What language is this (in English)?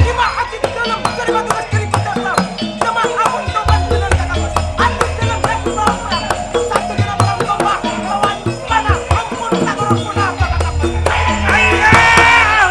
Madurese